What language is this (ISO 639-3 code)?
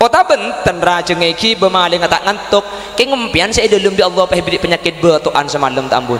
mad